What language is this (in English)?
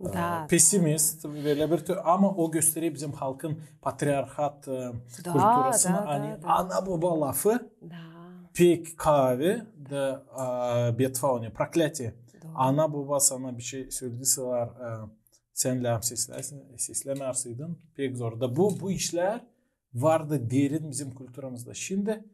Gagauz